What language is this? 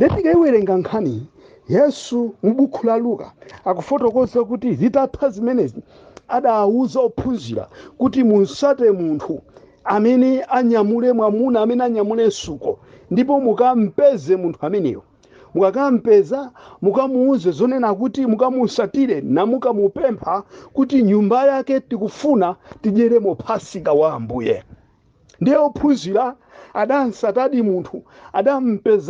Nyanja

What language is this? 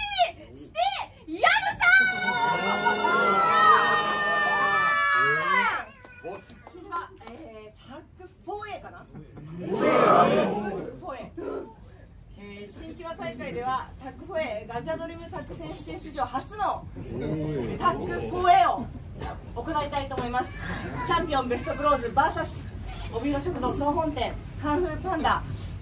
Japanese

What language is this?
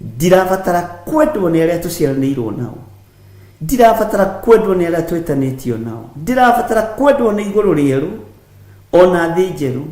Kikuyu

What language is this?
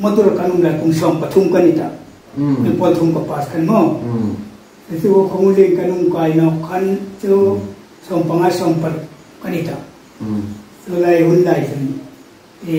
Hmar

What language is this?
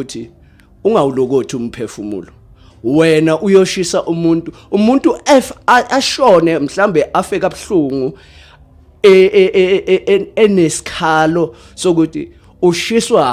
Zulu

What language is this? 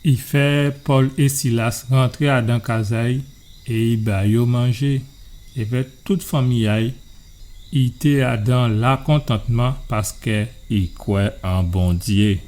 Guadeloupean Creole French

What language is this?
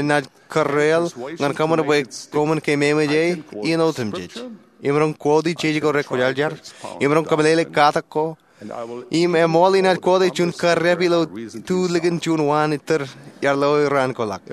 Marshallese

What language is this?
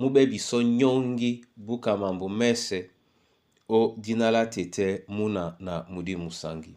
Duala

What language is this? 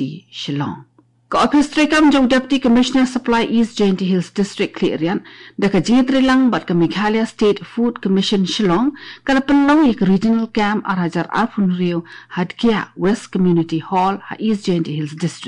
Khasi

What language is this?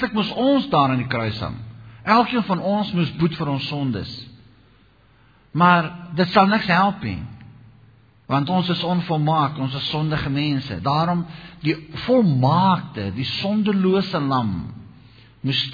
Afrikaans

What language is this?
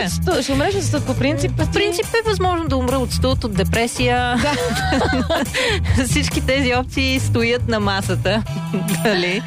Bulgarian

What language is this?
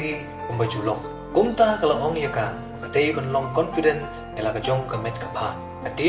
Khasi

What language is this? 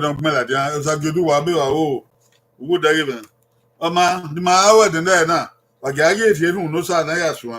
Bini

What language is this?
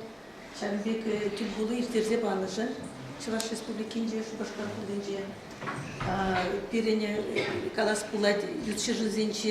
Chuvash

